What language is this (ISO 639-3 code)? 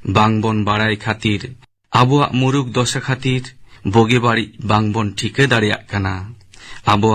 sat